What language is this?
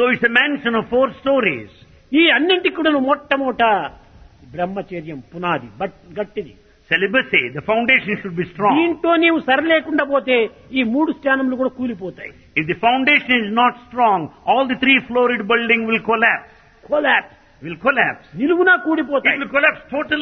Telugu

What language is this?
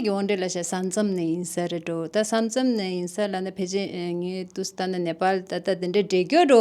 Tibetan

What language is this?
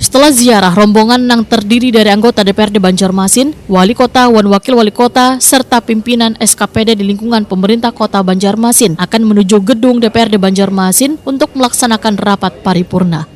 Banjar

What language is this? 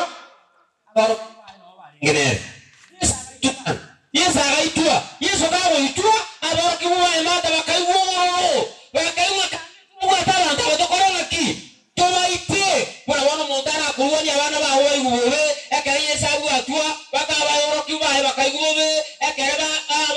Gusii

